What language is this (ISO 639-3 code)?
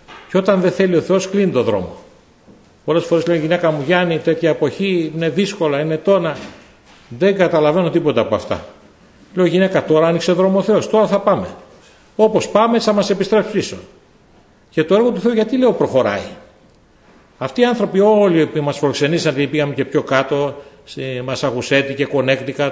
ell